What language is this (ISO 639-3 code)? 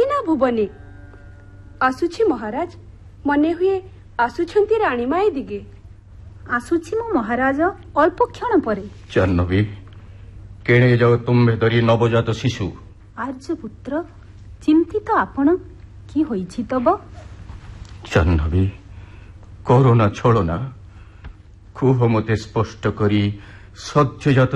ori